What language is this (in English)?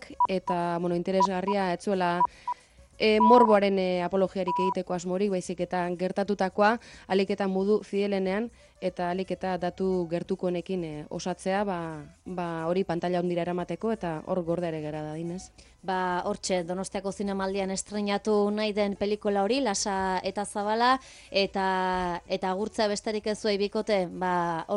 Basque